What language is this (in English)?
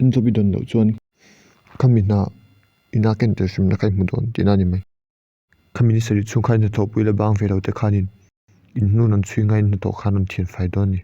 Mizo